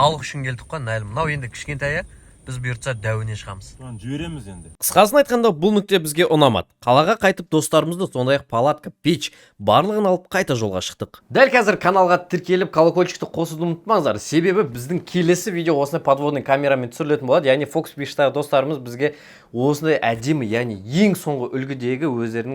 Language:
Kazakh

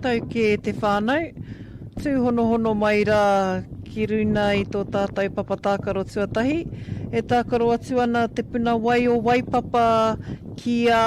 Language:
Māori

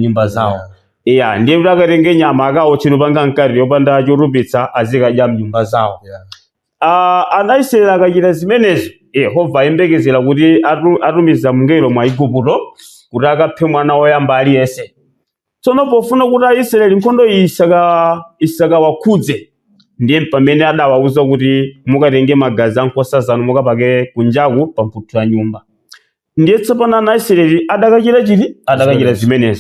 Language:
Nyanja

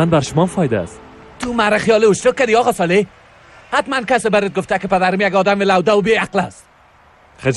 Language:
Persian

